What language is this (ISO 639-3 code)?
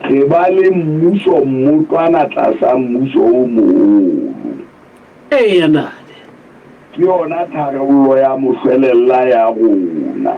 sot